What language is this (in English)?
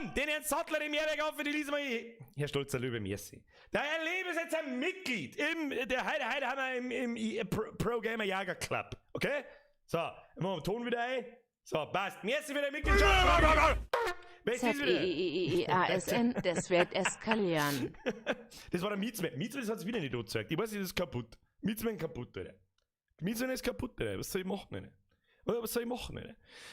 Bavarian